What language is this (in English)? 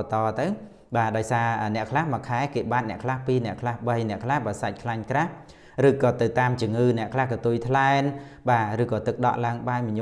Khmer